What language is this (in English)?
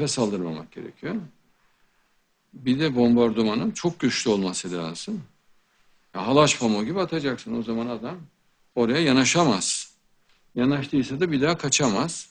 Turkish